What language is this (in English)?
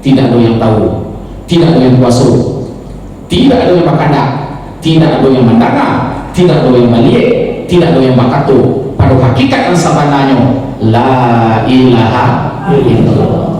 Minangkabau